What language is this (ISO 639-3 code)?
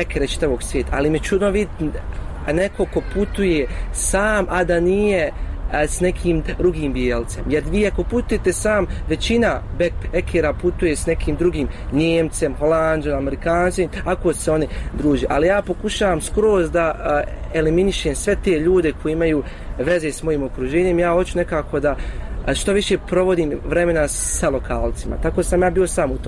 bos